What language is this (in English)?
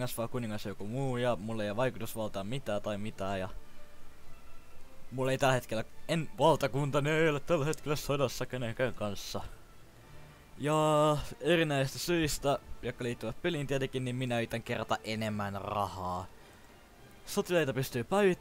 Finnish